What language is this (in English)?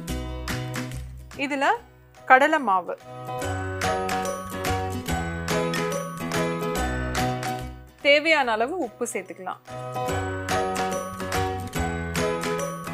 Tamil